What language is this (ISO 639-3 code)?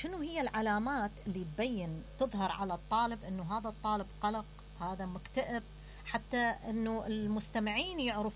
acm